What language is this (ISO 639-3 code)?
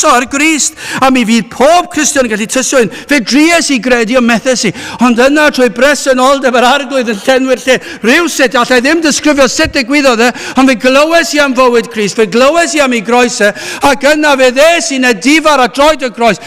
cym